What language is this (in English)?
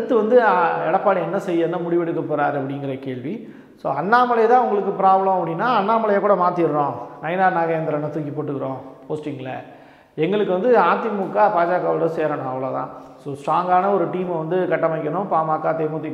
Tamil